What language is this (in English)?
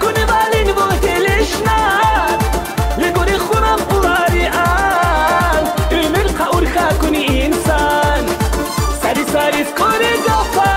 Tabassaran